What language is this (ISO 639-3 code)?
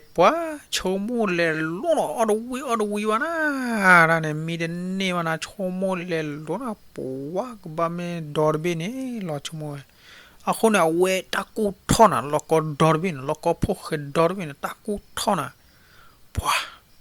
ksw